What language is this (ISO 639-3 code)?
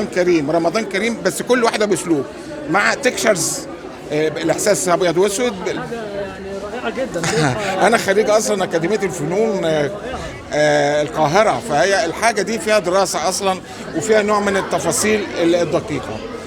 arz